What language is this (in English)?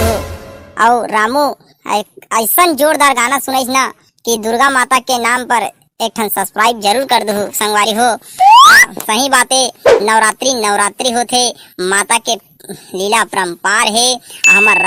Chhattisgarhi